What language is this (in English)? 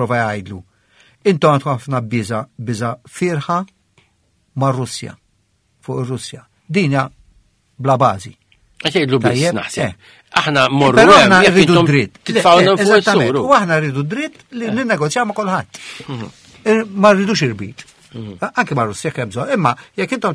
Maltese